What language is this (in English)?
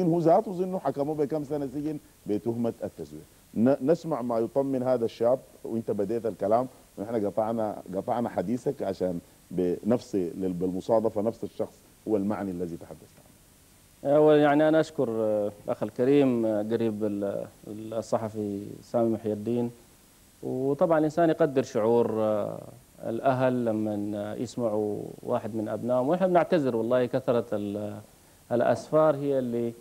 Arabic